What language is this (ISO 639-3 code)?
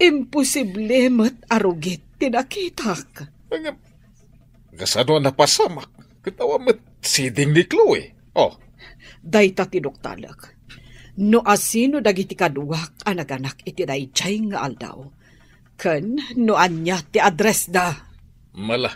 ilo